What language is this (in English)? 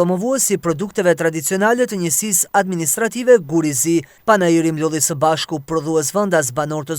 Albanian